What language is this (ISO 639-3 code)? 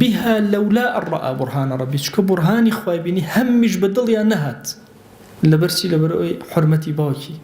ckb